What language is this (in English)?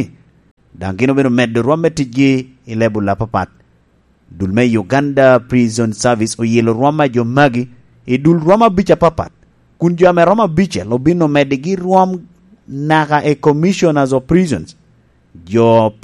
Lango (Uganda)